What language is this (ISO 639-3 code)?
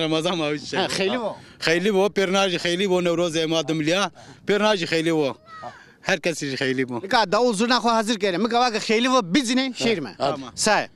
zza